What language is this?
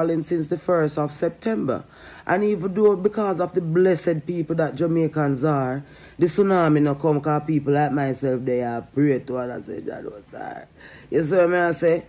Jamaican Creole English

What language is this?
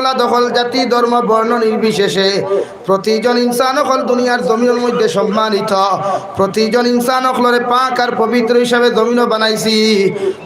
Sylheti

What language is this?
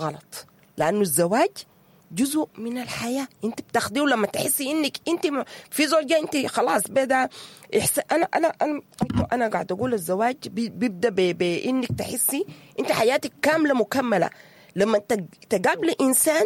Sudanese Arabic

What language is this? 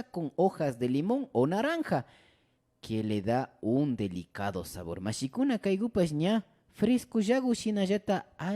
Imbabura Highland Quichua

